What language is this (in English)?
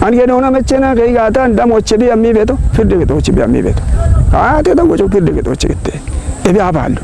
Kafa